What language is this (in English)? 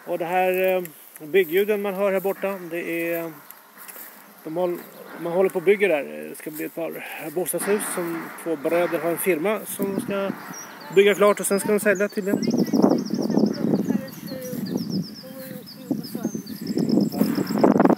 Swedish